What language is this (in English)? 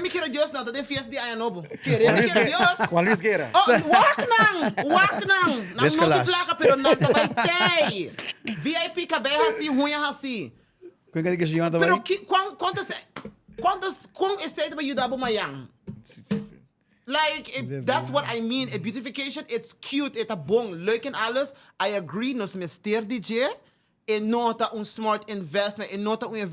Papiamento